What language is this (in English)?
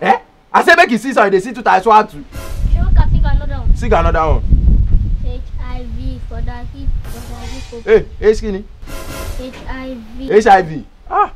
Nigerian Pidgin